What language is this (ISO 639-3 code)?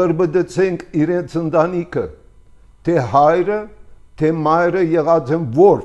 hye